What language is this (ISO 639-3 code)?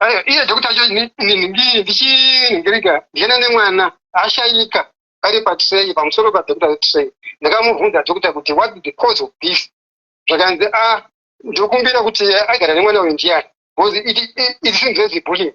sna